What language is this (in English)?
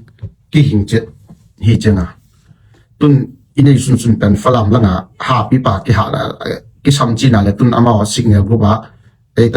Tedim Chin